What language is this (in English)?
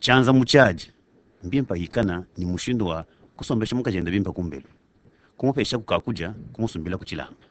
Luba-Lulua